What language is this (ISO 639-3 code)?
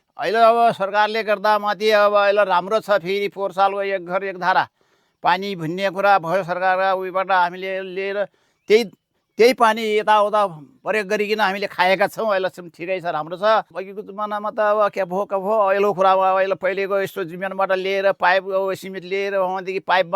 nep